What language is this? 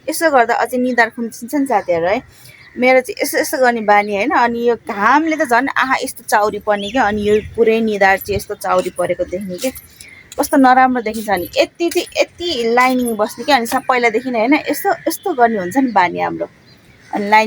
Nepali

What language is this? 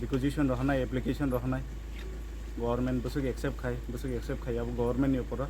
Kok Borok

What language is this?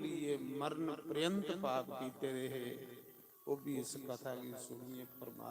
Dogri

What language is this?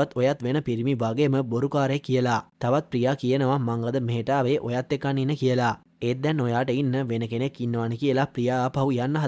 Sinhala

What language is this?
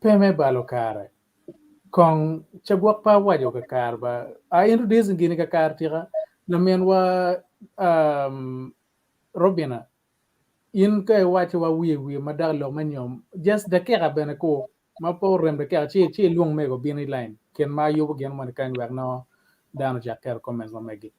Acoli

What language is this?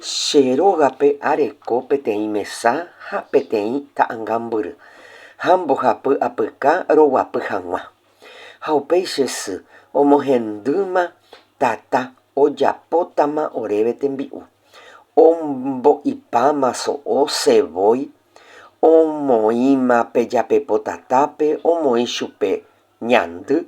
Guarani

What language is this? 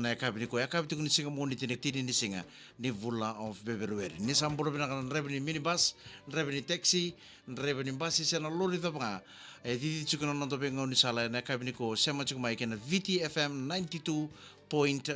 Fijian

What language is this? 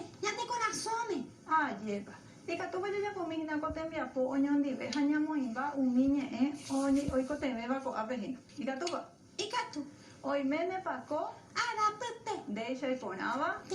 Guarani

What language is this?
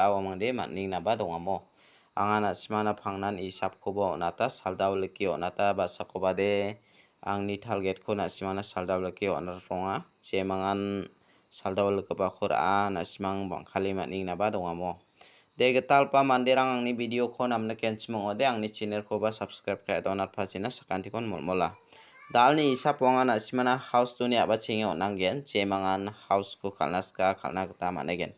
Garo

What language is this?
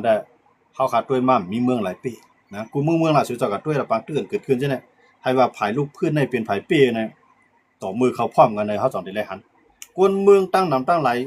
Shan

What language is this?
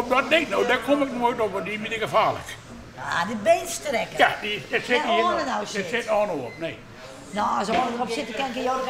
Western Frisian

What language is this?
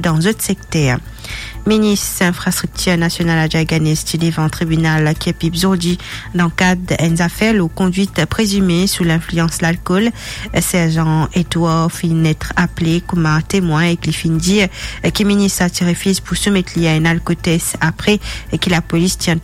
Morisyen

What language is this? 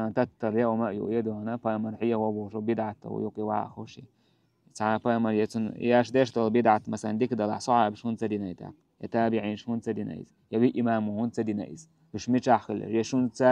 Chechen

